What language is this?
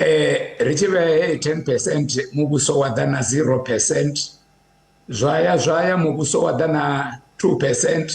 Venda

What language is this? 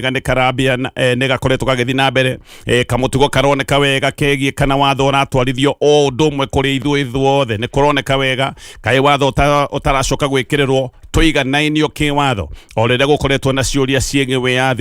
Kikuyu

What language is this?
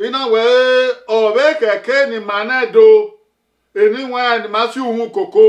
Bini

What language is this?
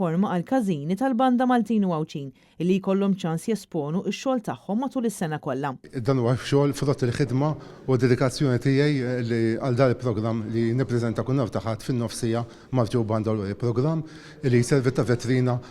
Maltese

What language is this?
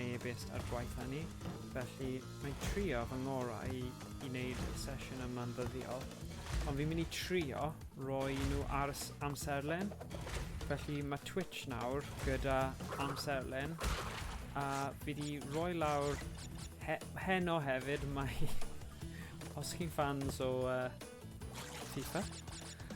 Welsh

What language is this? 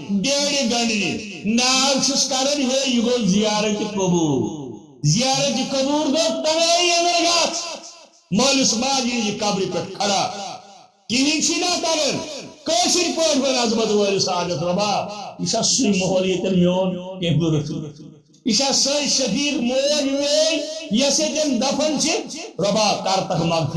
Kashmiri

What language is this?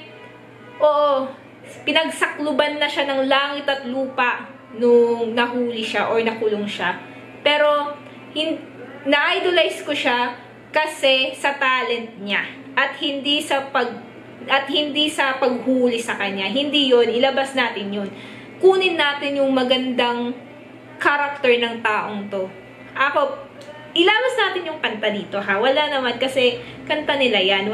Filipino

